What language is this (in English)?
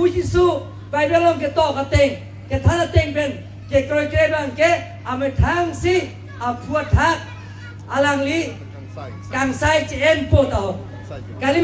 Karbi